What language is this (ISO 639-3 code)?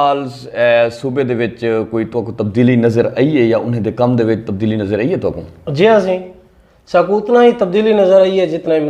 skr